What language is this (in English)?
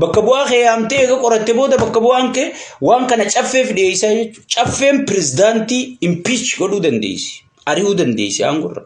Oromo